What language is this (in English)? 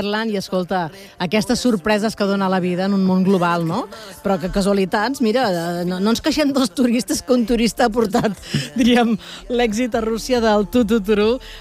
Catalan